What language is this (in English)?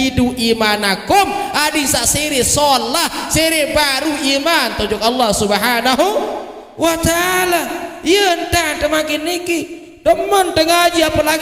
Sasak